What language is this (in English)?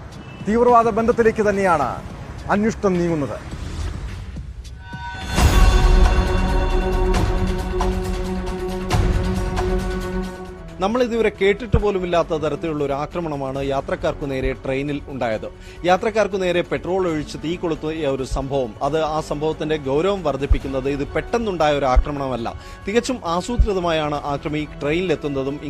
Malayalam